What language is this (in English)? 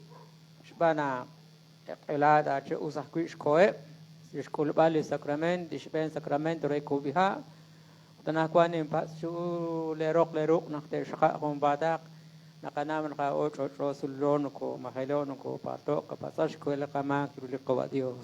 Kekchí